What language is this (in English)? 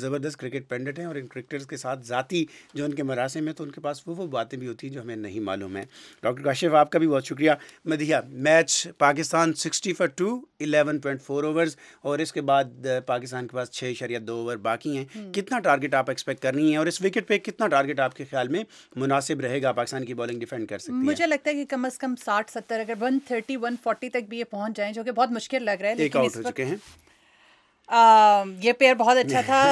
Urdu